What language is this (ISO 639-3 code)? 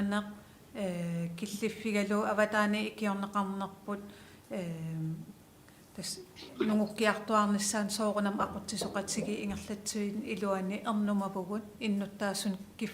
kal